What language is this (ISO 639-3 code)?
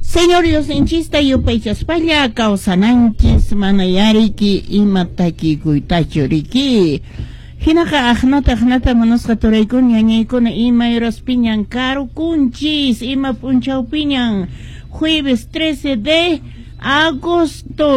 que